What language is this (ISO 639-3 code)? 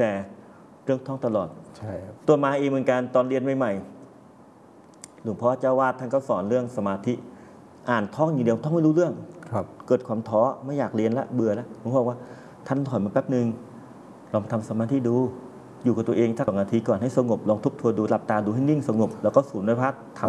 tha